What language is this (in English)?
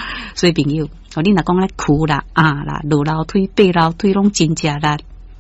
Min Nan Chinese